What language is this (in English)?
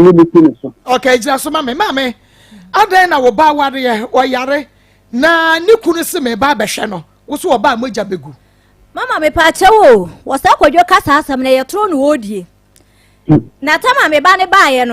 Akan